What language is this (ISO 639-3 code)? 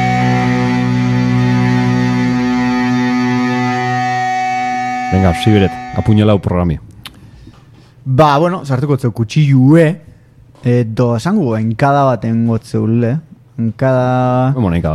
eus